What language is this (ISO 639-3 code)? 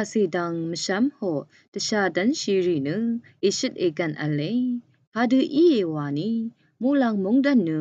raw